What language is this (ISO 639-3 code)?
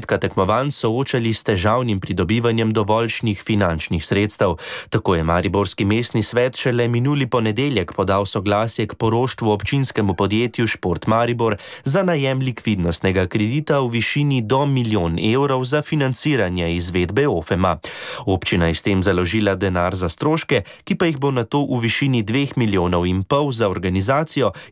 slv